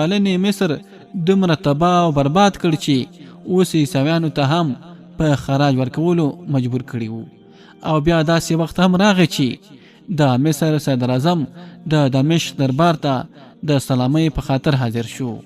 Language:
Pashto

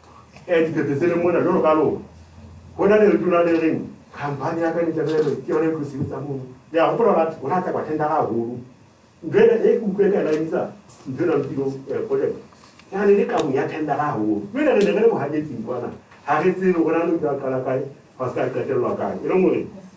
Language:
Southern Sotho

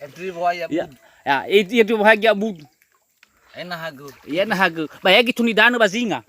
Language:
Nias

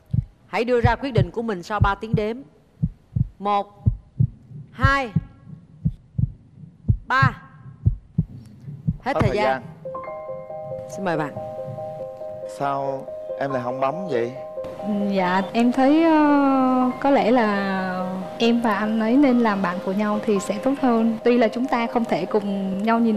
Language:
Vietnamese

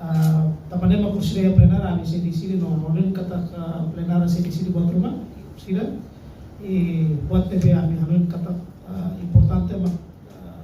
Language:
Tetum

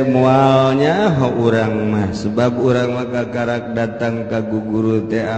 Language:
Sundanese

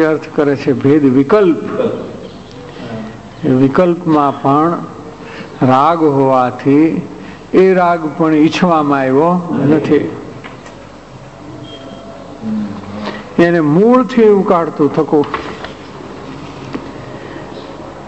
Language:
Gujarati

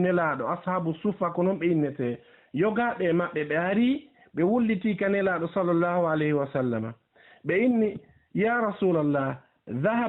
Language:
Fula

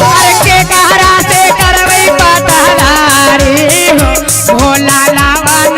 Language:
Magahi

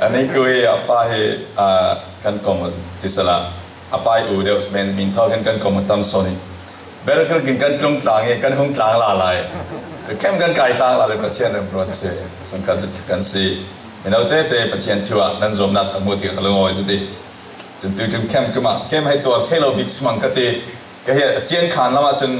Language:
Falam Chin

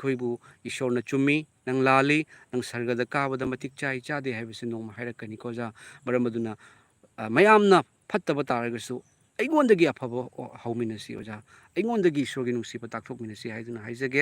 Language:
Manipuri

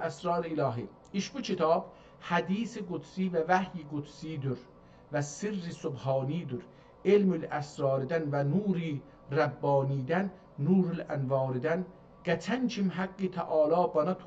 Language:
South Azerbaijani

